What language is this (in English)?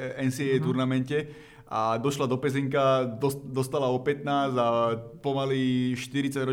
Slovak